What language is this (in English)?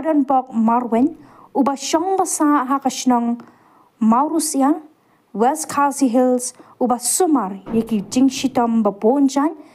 Khasi